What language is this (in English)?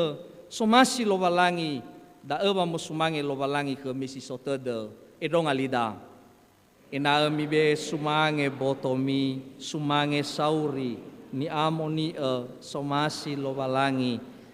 Nias